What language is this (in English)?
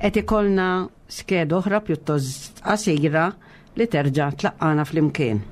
Maltese